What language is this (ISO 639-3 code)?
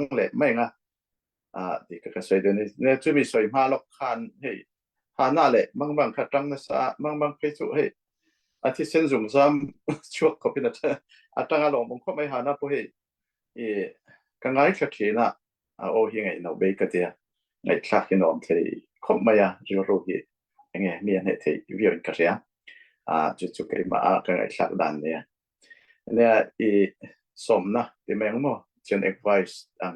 cfm